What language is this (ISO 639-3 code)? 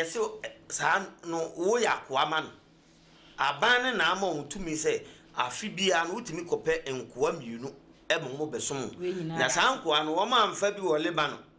aka